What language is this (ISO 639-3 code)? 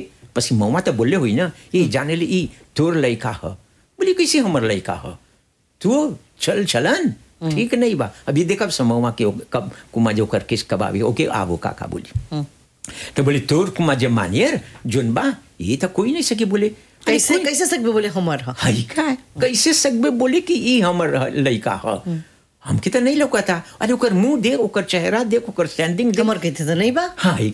bho